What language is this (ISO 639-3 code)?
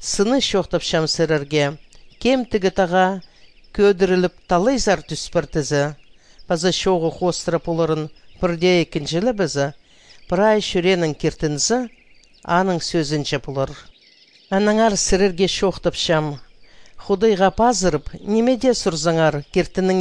kjh